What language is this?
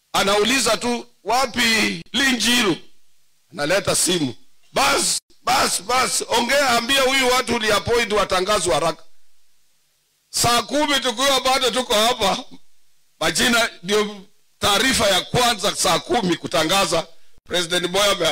Swahili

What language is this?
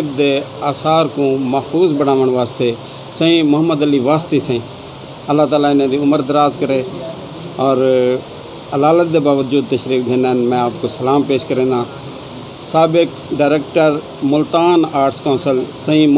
Saraiki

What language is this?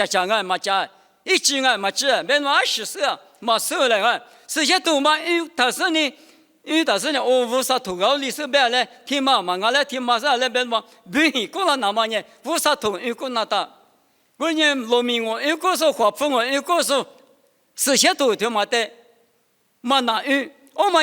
Lisu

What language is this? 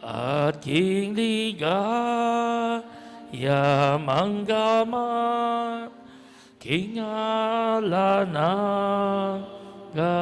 Pampanga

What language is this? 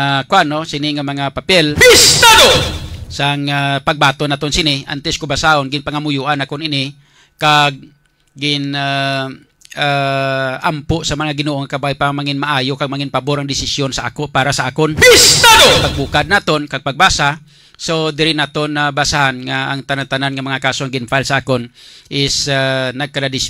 Hiligaynon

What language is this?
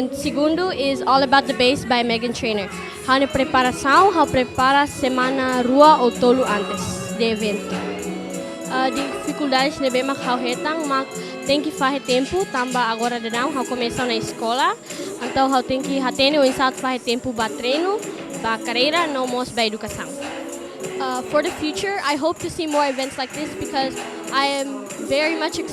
Tetum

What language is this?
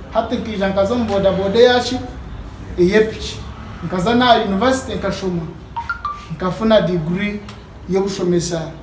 Nyankole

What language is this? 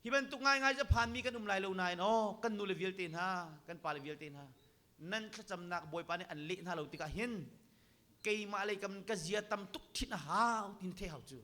Hakha Chin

